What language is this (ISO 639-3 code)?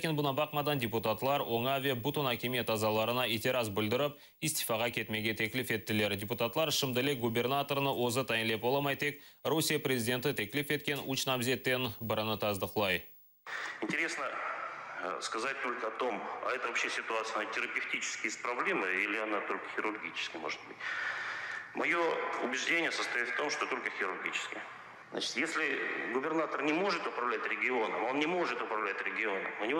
crh